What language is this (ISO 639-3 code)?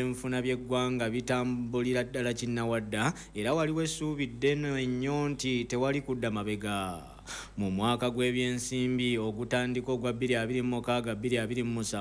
lug